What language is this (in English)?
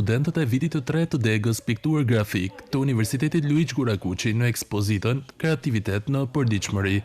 Albanian